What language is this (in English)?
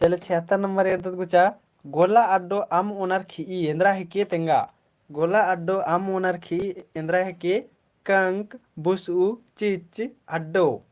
Kurukh